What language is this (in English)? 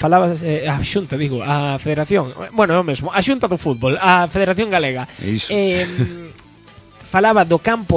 Galician